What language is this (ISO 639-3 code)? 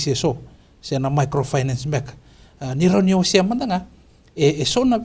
fij